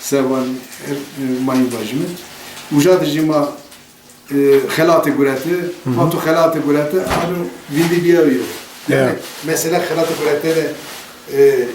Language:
Zaza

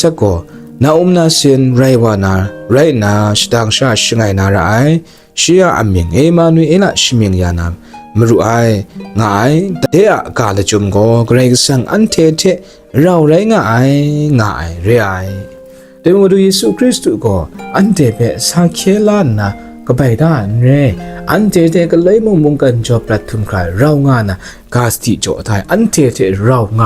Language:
Kachin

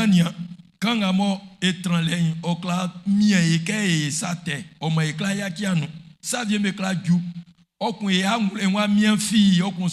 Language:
Baoulé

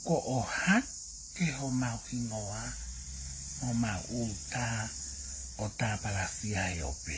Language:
Tongan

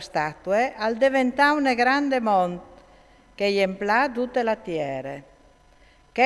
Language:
Friulian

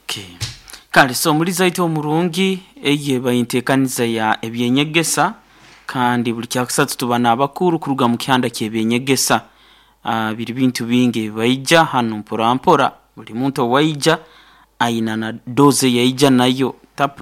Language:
Nyoro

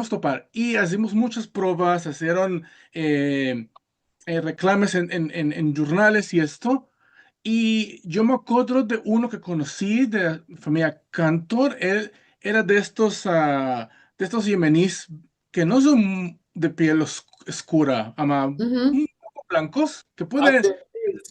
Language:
Ladino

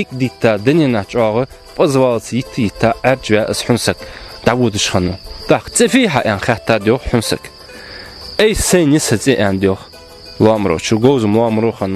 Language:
Ingush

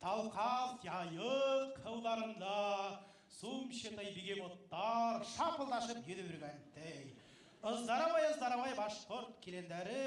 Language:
Bashkir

